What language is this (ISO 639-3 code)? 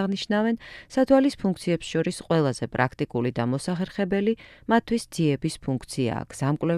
kat